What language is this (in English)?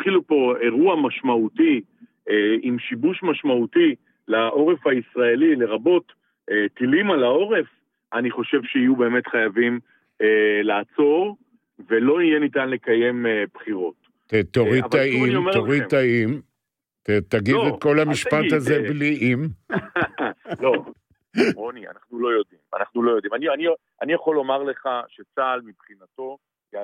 Hebrew